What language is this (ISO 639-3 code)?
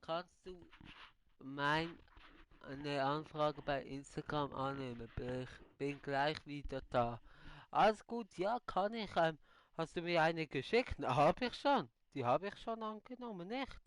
gsw